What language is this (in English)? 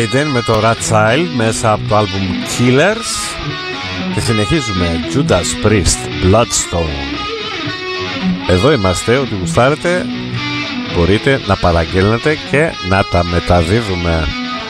Greek